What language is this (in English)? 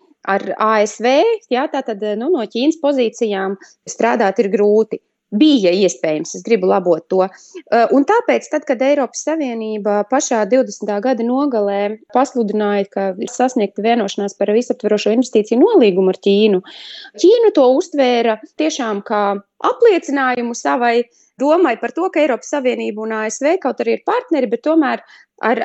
Latvian